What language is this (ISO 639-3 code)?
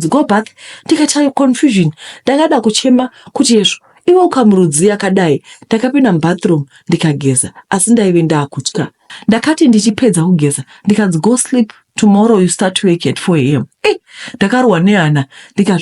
sna